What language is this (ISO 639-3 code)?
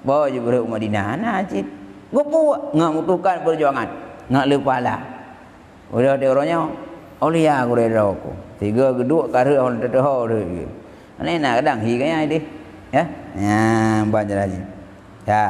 ace